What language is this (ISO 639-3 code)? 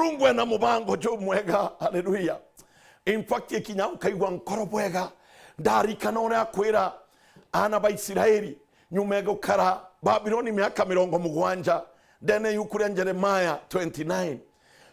mer